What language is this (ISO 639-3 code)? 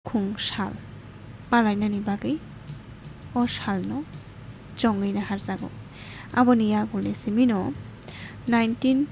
trp